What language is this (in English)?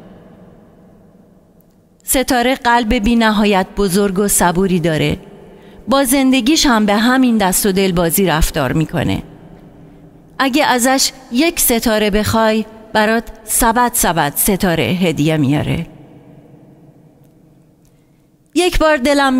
Persian